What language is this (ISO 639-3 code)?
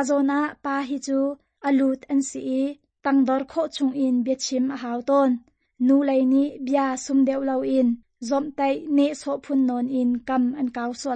cnh